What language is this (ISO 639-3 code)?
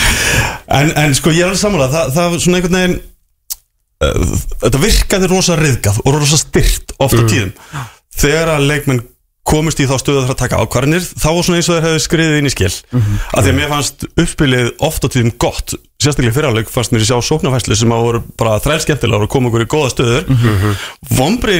isl